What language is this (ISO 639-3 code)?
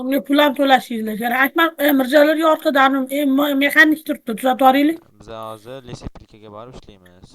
uzb